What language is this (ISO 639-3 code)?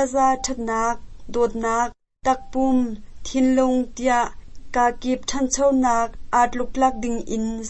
cnh